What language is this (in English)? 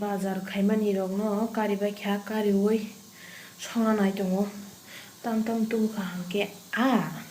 Kok Borok